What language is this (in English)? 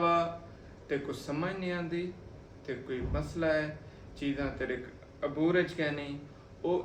Saraiki